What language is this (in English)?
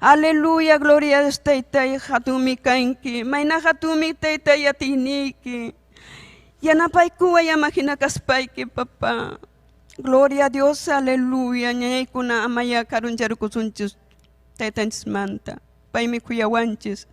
Ayacucho Quechua